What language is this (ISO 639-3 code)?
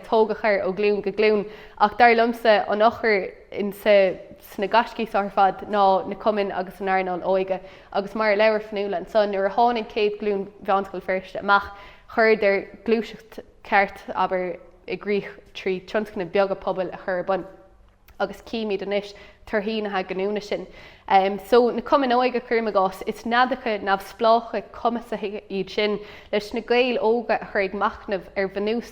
gle